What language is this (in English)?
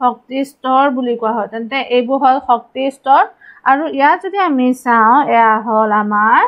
Assamese